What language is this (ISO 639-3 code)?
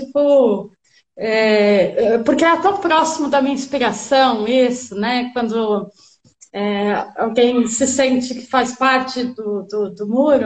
por